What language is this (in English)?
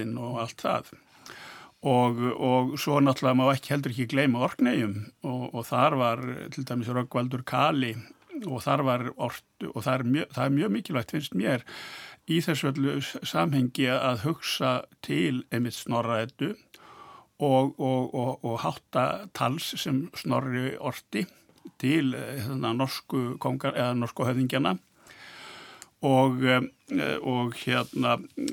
Icelandic